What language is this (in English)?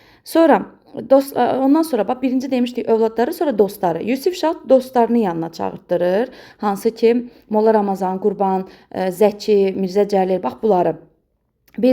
Azerbaijani